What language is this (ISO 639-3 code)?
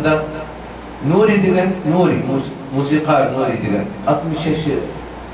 uig